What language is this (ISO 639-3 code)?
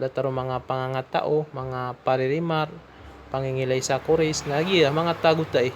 mrw